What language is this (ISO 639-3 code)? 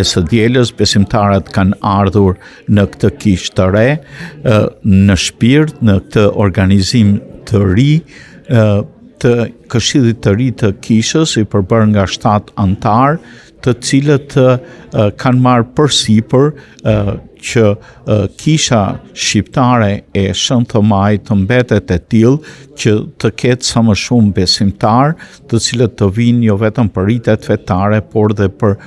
sqi